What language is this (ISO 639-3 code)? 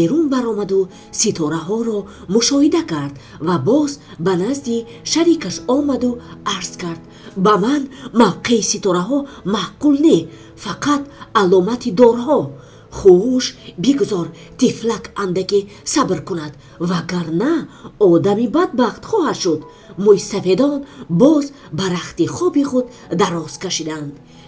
tgk